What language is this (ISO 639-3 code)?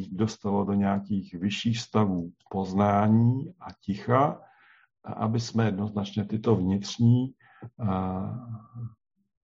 ces